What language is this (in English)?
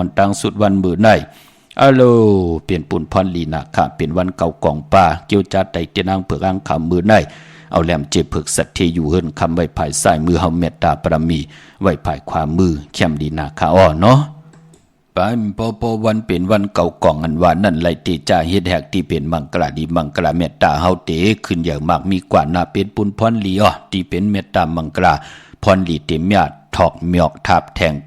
Shan